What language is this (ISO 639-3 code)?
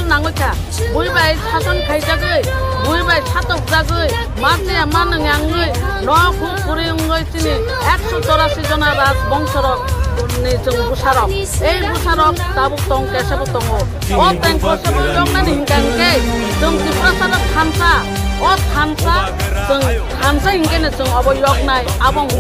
trp